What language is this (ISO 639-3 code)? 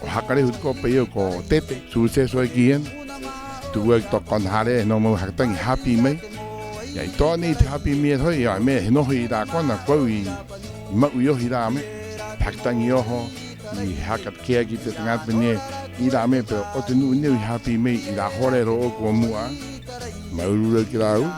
rap